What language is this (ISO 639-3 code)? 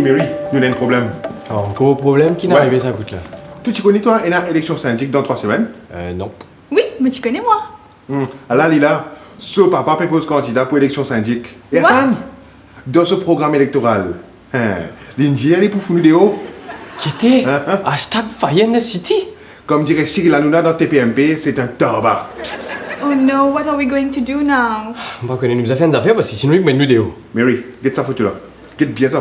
mfe